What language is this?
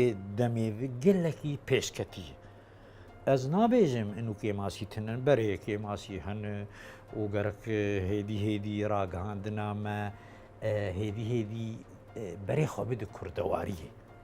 Kurdish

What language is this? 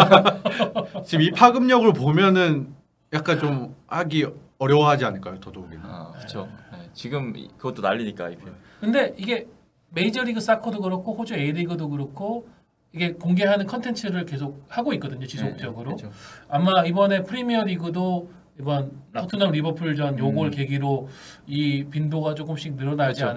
Korean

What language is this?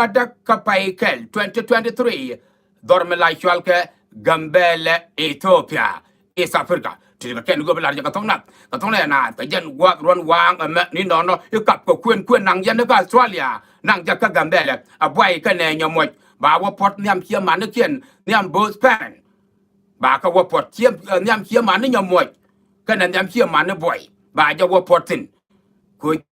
Nuer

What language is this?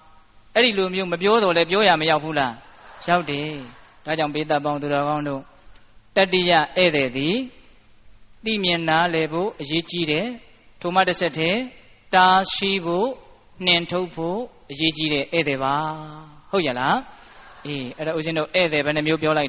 Burmese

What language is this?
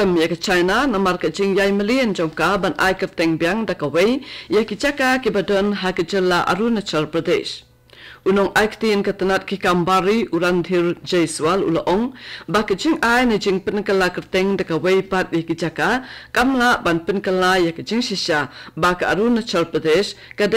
Khasi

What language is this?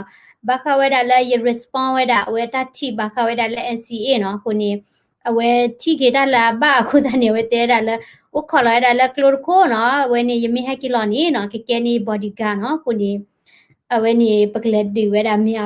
S'gaw Karen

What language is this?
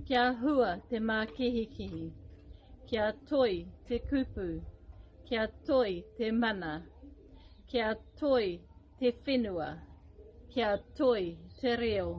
Māori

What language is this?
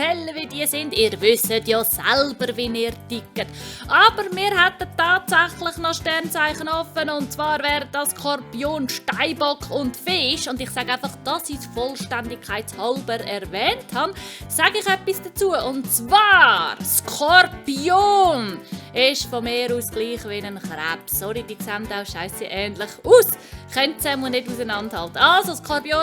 Swiss German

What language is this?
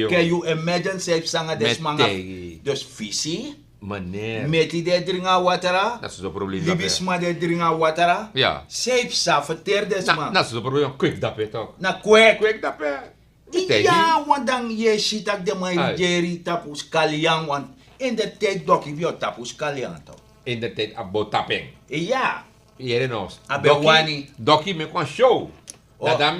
Sranan Tongo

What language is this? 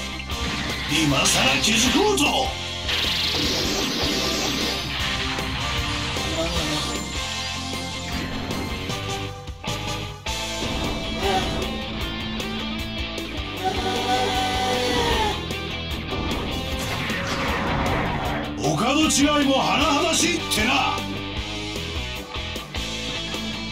Japanese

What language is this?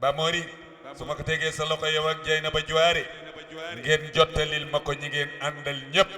Wolof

